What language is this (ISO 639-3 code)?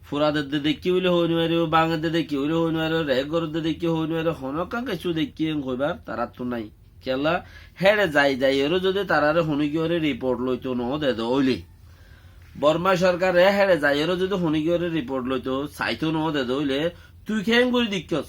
rhg